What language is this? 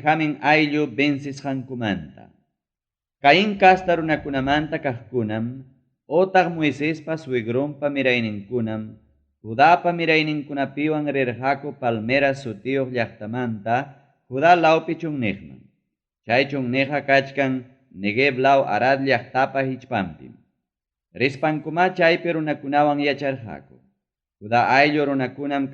Ayacucho Quechua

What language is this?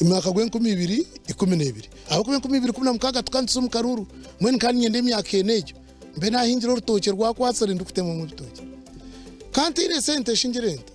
Nyankole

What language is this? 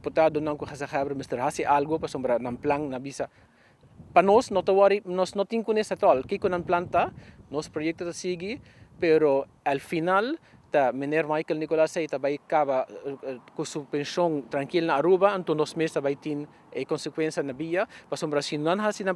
Papiamento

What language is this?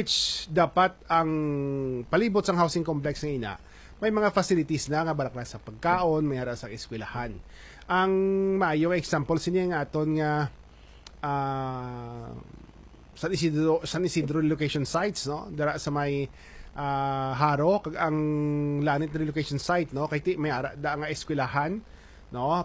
Hiligaynon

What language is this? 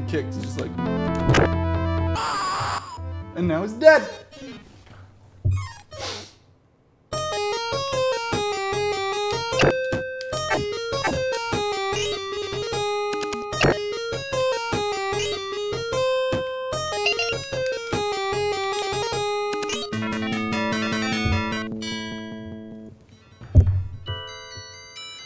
English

